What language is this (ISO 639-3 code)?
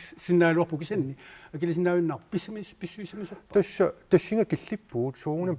kal